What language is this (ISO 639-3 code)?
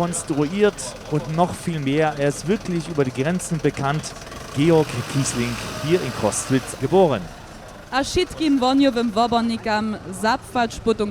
hsb